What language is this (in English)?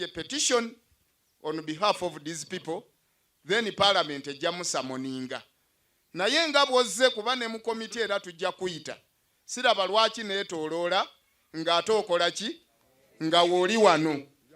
Ganda